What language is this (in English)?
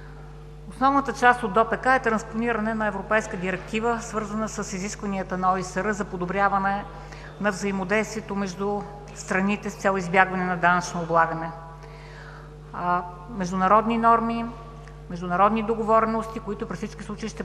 Bulgarian